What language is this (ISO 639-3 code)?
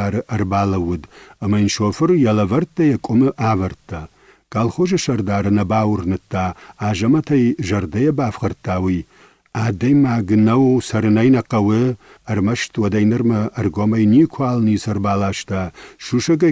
oss